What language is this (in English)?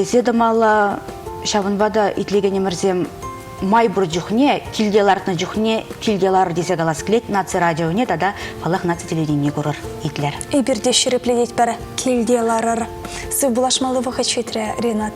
Chuvash